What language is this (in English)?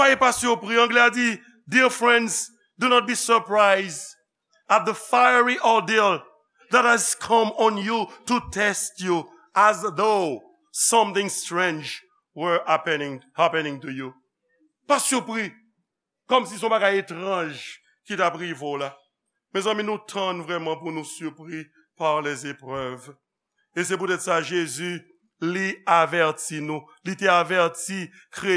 Haitian Creole